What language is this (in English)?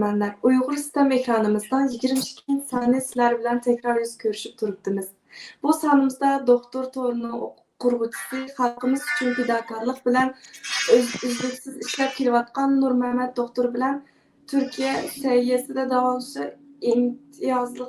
Uyghur